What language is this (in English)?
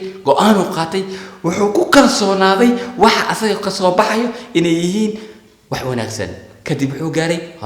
Somali